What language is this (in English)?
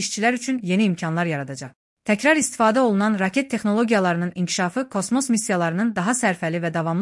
Azerbaijani